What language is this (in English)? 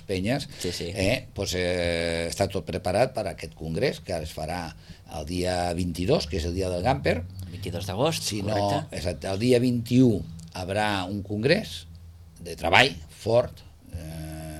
Catalan